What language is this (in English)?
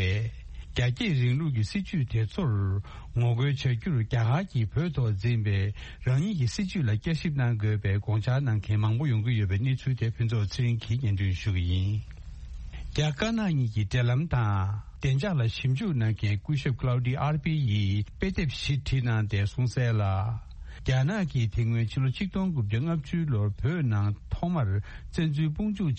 Tibetan